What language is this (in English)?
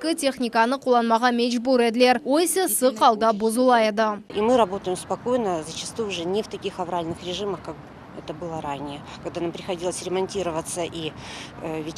Crimean Tatar